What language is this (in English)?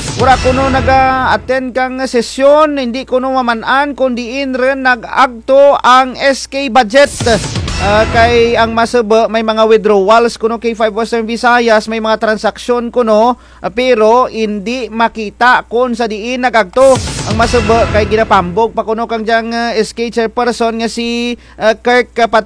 Kinaray-a